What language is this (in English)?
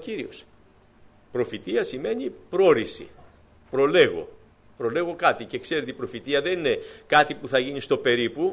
Greek